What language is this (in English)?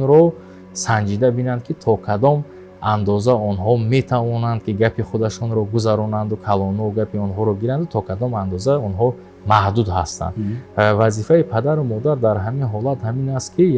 Tajik